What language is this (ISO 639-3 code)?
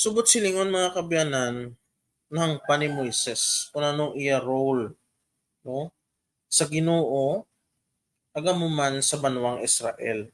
hil